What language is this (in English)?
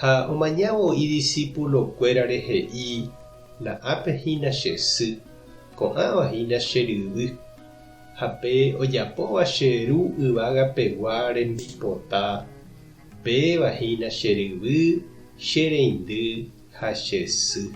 Guarani